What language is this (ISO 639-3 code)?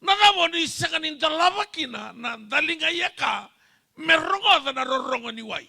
fij